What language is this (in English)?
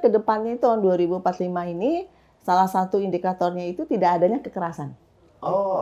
Indonesian